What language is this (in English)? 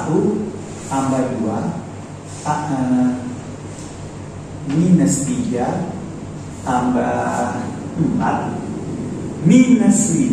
Indonesian